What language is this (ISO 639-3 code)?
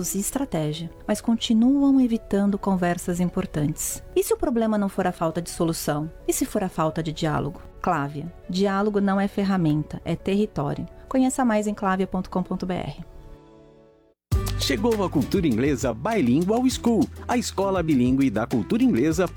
por